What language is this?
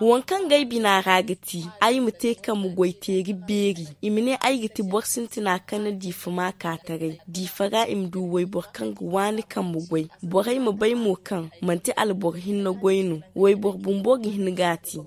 Zarma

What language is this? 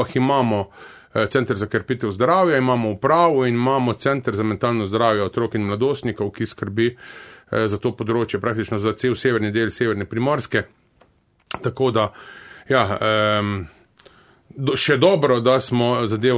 Slovenian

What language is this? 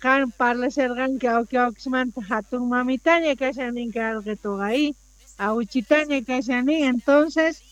Quechua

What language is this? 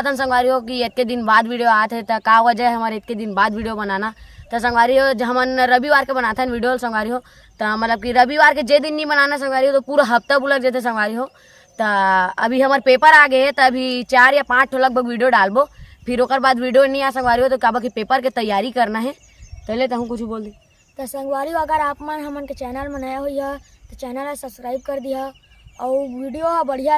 Chhattisgarhi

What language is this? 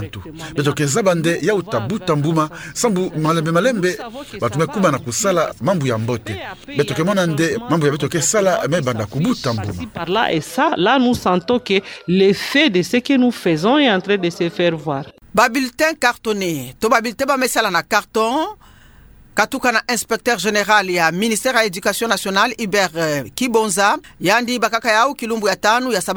Kituba (Democratic Republic of Congo)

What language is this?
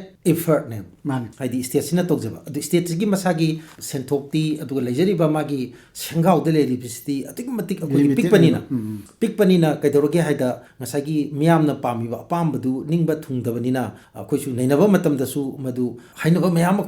Manipuri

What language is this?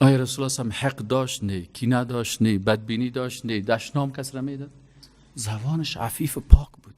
Persian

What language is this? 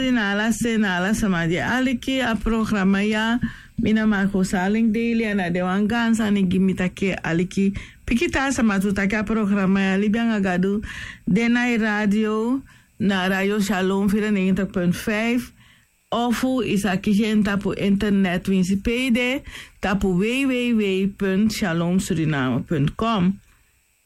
Sranan Tongo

